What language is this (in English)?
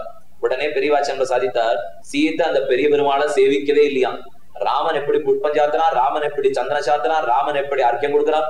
Tamil